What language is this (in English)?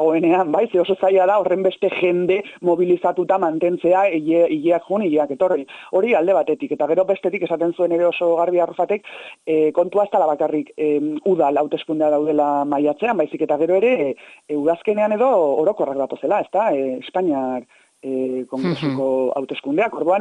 Basque